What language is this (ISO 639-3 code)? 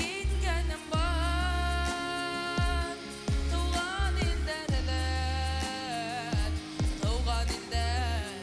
bak